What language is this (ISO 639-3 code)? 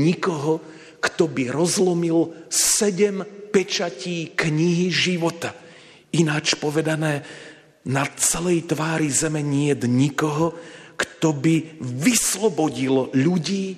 slk